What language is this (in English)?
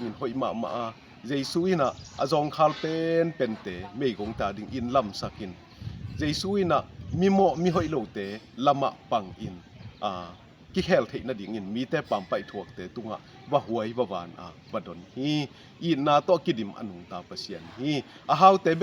Tedim Chin